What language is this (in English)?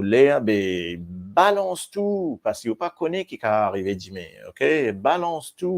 Morisyen